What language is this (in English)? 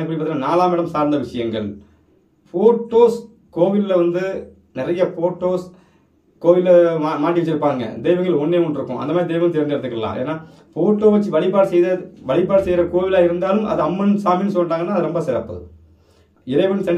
Tamil